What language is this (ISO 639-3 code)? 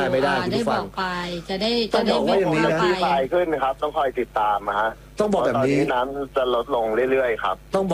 tha